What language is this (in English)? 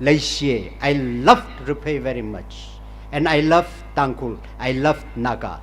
Tangkhul Naga (India)